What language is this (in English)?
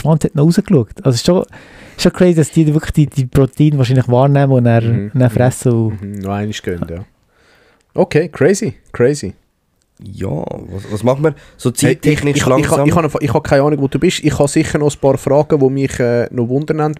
Swiss German